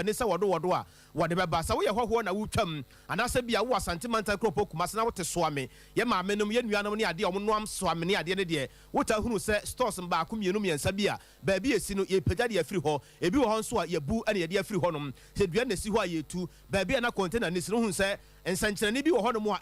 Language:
Akan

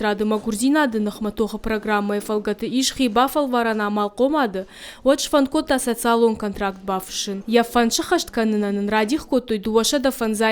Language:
Ossetic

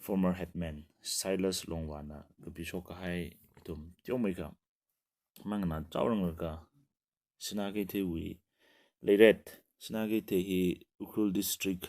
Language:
Tangkhul Naga (India)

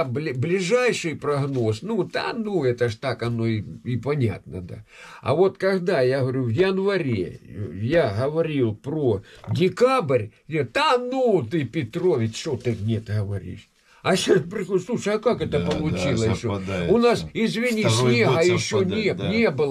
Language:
Russian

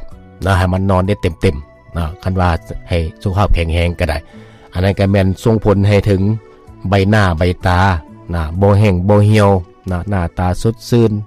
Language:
Lao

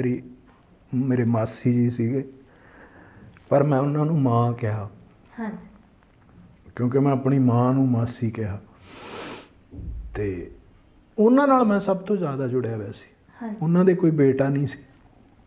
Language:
Punjabi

